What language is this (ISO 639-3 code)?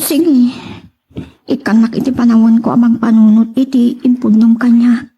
ilo